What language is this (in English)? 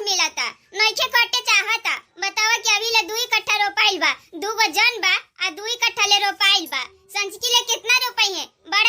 Bhojpuri